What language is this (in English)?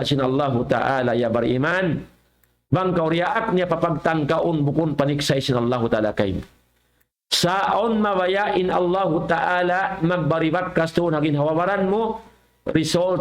Tausug